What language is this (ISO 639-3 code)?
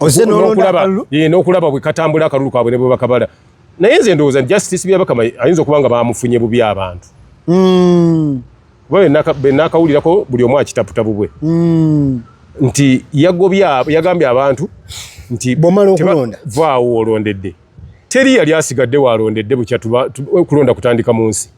lug